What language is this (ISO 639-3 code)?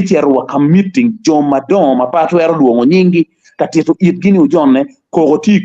ach